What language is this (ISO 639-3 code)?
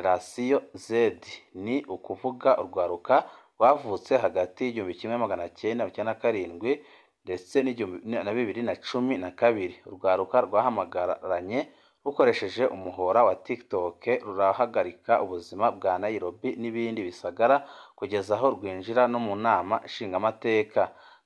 run